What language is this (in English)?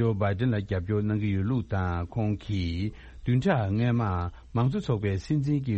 Tibetan